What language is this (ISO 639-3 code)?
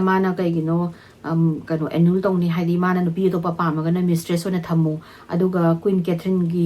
mni